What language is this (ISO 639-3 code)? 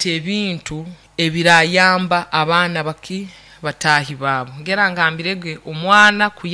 nyo